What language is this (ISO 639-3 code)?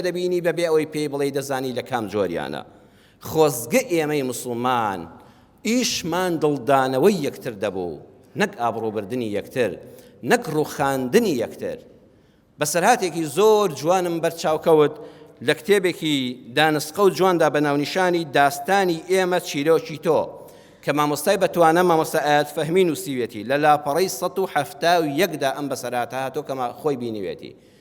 ckb